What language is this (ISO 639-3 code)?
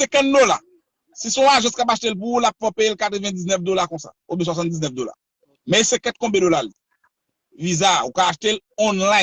hat